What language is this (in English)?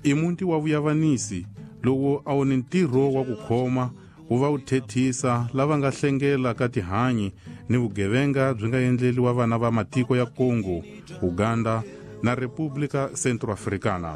Tsonga